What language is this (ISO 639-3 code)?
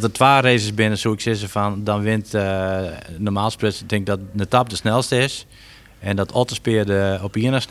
fry